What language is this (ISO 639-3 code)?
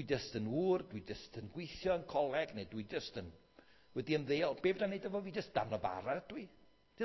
cym